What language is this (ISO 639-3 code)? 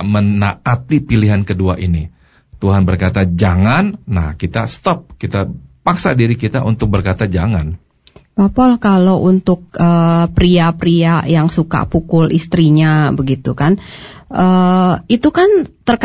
ind